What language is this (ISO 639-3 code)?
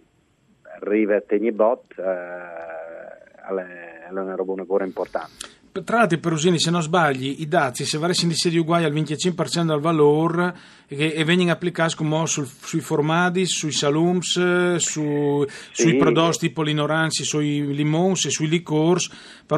fur